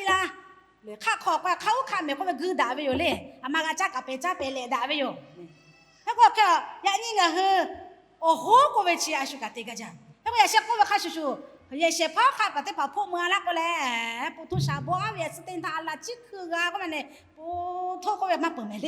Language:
Lahu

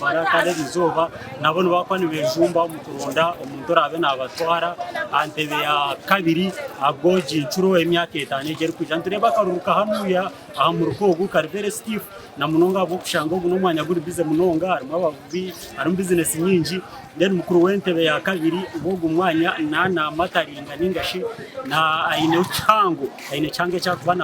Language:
Nyankole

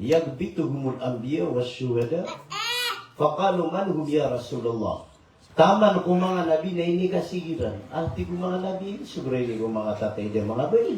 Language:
Maranao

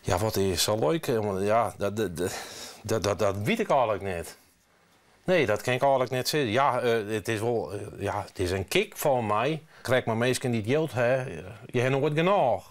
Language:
Western Frisian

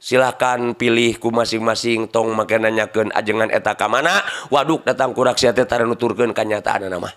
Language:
Sundanese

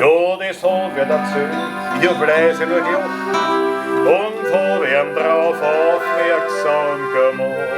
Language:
Bavarian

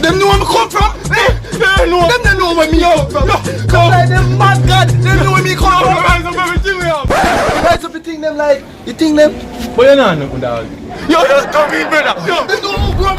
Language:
Jamaican Creole English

